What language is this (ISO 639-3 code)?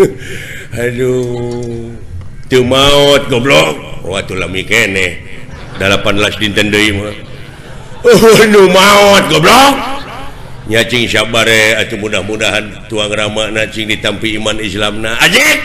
sun